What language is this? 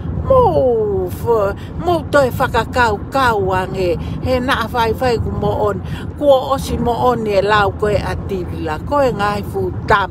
Tongan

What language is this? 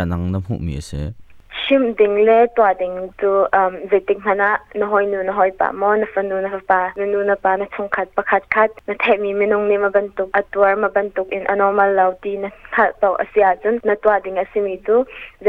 Hakha Chin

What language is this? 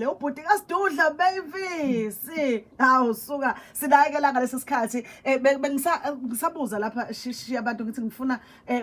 Zulu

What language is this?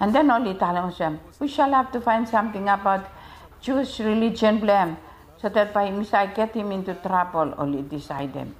Bislama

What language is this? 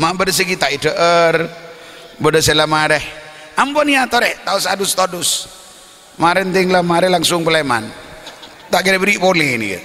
Madurese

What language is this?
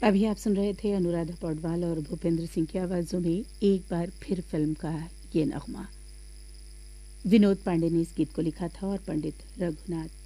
Hindi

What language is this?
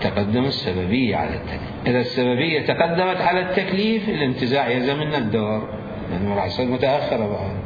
Mesopotamian Arabic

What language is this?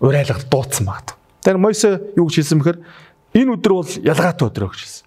Mongolian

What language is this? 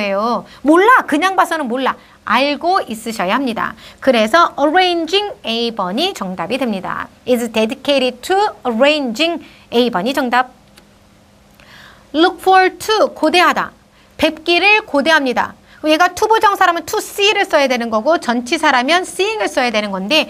Korean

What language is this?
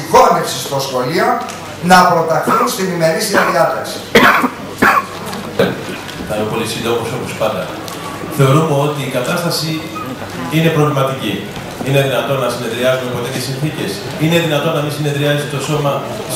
Greek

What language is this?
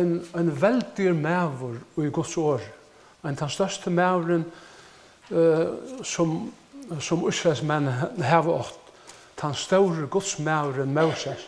Faroese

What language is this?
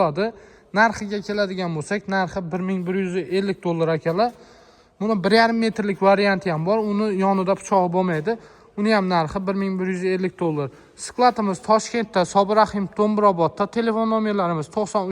Uzbek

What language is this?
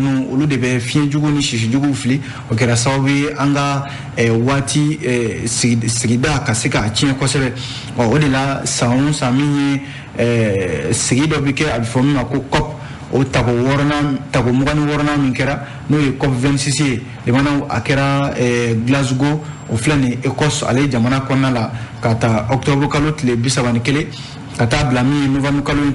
Bambara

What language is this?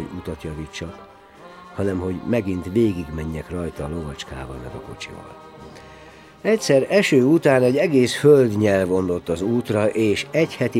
Hungarian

